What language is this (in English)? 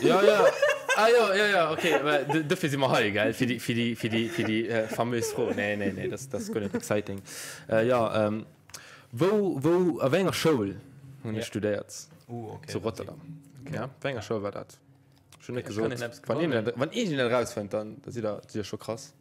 Luxembourgish